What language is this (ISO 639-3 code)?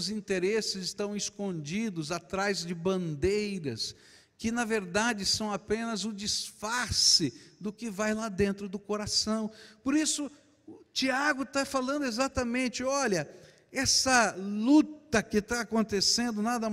por